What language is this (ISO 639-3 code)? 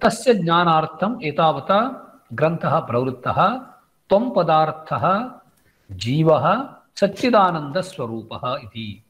san